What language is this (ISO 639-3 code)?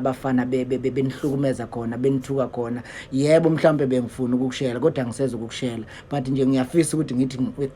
zul